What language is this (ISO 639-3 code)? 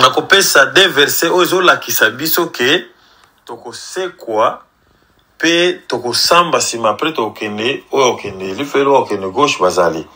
lin